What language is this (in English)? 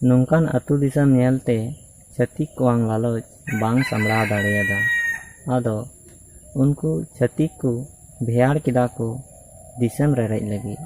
Santali